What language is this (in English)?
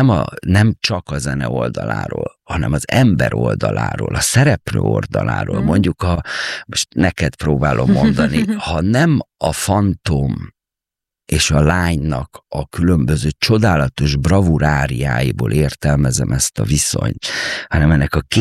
Hungarian